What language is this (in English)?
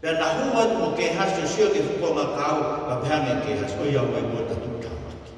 Tongan